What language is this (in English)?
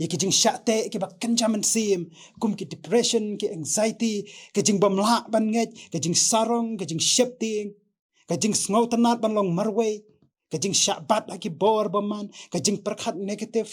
Khasi